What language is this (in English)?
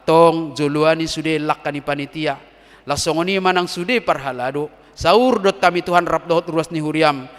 Batak Toba